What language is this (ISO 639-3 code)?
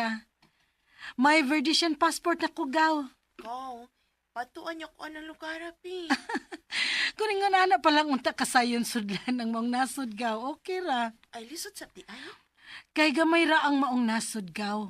ceb